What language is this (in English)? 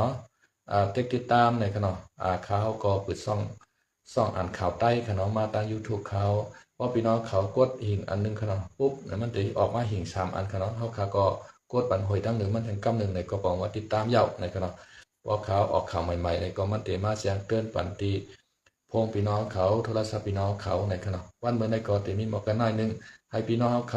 Shan